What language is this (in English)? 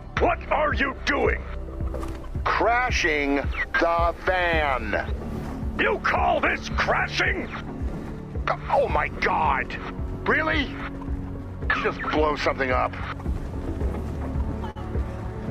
English